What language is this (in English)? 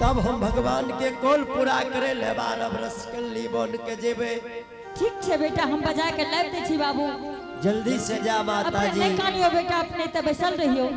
Angika